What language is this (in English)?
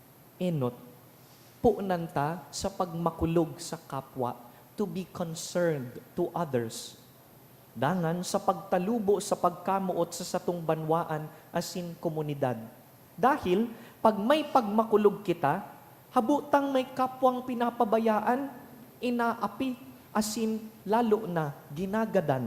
Bikol